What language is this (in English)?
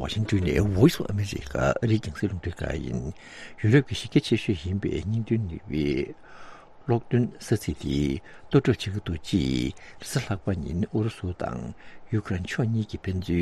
Tibetan